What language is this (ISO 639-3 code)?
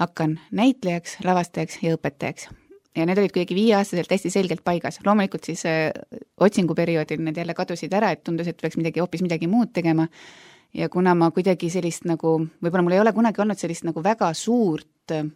est